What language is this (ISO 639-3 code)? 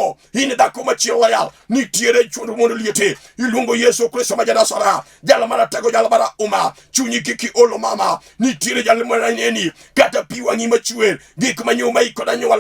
luo